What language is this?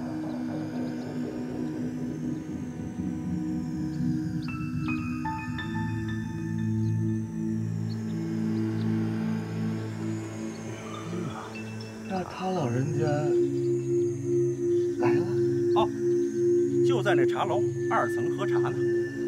Chinese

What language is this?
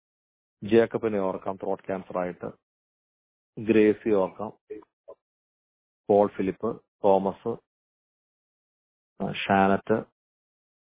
Malayalam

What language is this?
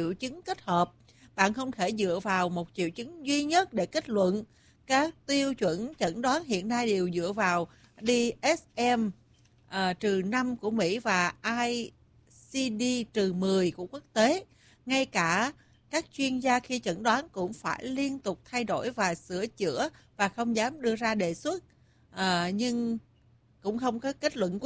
Vietnamese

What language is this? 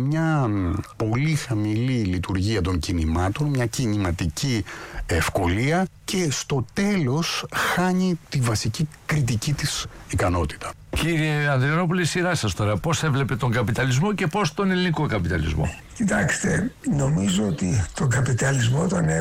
Greek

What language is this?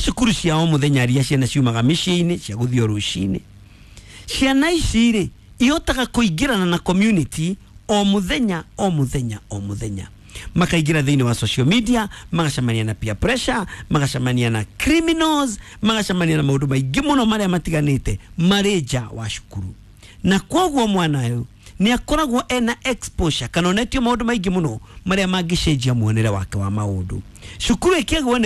Kikuyu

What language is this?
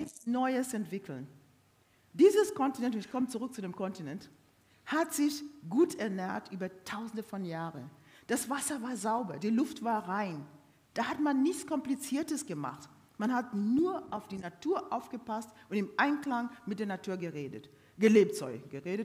German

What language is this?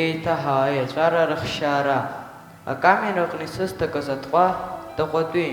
Abkhazian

